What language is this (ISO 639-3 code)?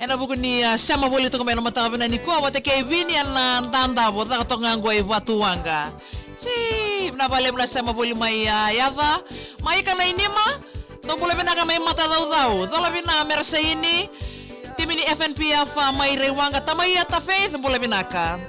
fij